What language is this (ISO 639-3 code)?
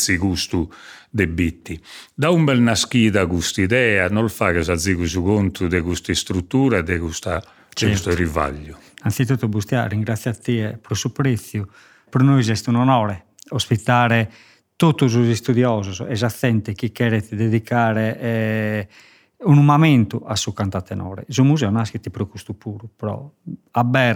srd